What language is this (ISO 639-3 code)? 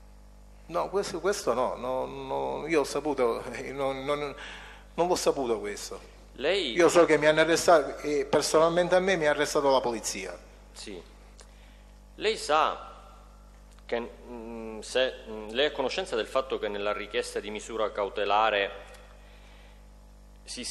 ita